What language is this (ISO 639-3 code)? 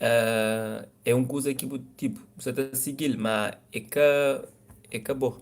kea